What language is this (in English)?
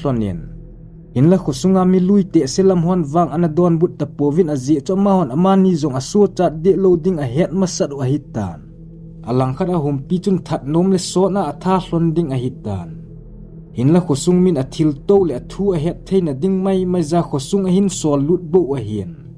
Thado Chin